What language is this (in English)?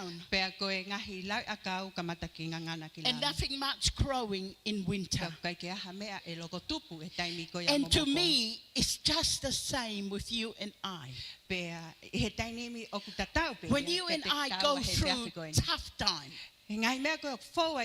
Tongan